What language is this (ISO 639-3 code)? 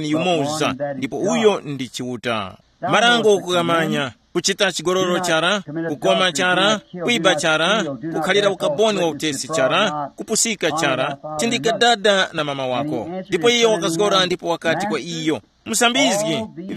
tum